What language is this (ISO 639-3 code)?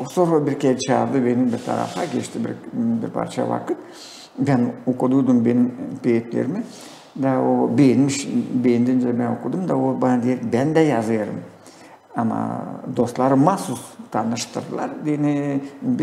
gag